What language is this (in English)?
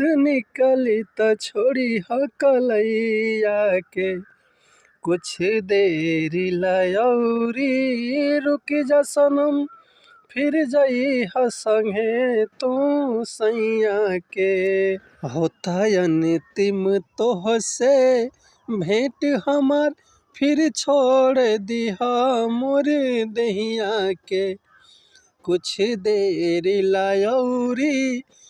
Bhojpuri